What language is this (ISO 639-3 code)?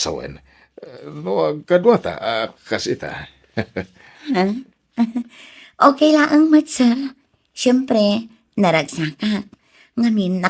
ilo